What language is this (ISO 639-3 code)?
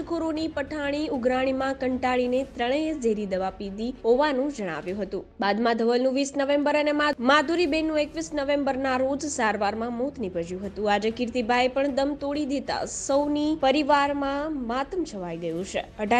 guj